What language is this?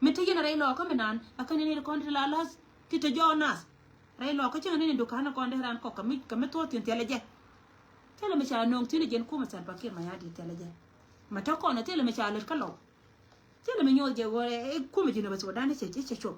Nuer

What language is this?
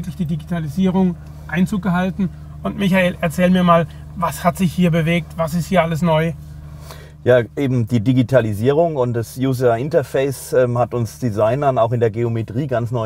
German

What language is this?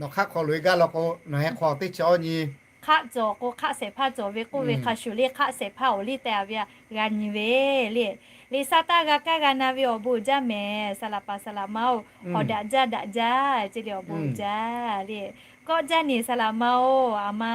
Lahu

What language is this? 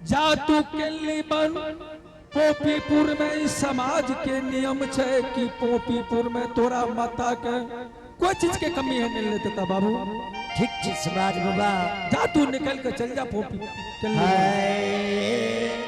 Angika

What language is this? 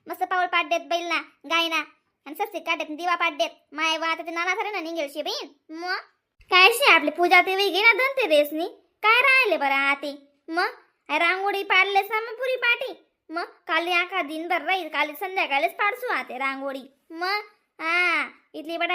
Khandesi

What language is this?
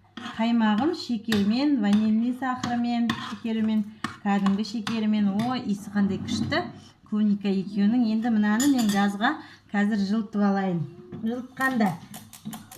Kazakh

